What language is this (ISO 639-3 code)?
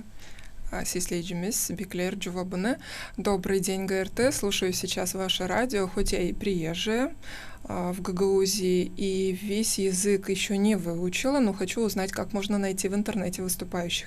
gag